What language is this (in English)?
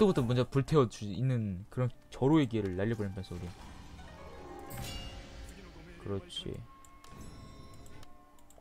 Korean